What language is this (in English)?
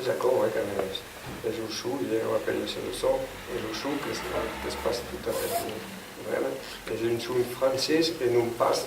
Occitan